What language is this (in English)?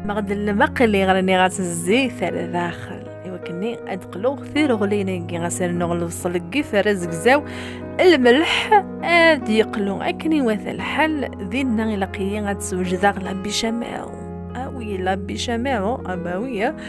Kabyle